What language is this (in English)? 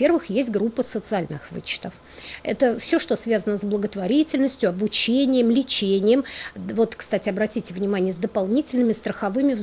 Russian